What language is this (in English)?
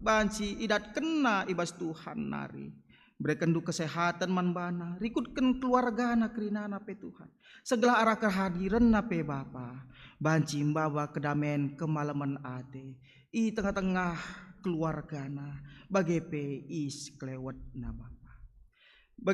Batak Karo